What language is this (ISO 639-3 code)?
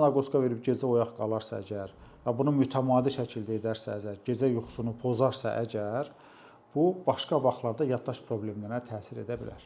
aze